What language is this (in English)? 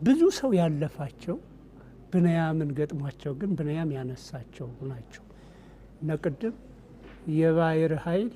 Amharic